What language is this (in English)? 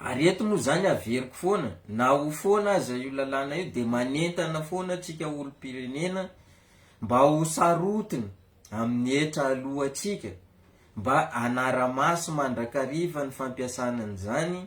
Malagasy